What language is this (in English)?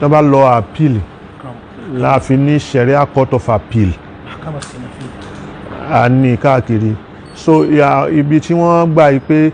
Yoruba